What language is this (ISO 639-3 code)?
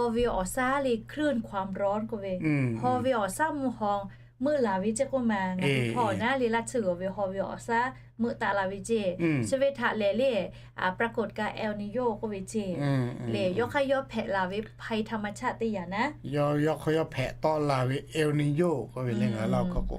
lhu